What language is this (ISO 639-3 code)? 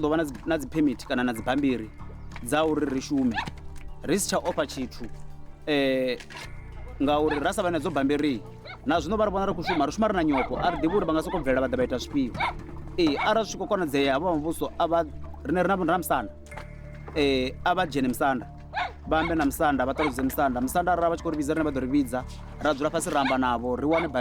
ven